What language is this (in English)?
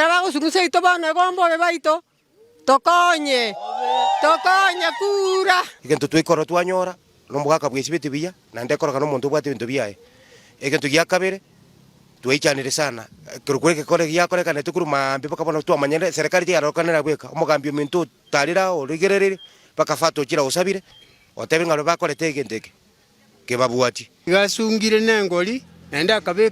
Gusii